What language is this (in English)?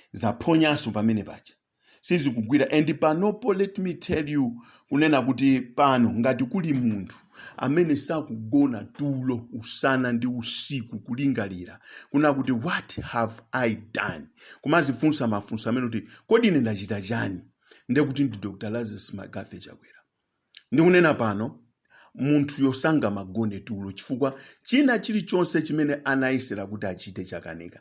Nyanja